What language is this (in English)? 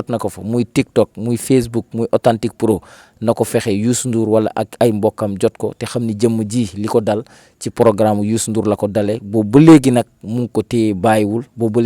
Wolof